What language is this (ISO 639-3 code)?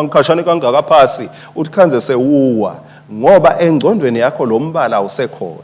ssw